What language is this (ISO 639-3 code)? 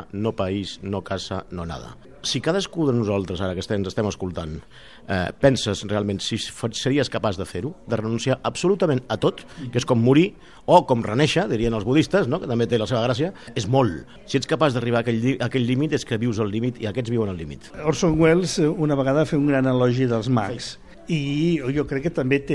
cat